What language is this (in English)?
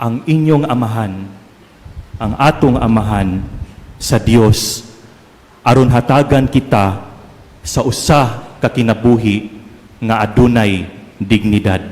Cebuano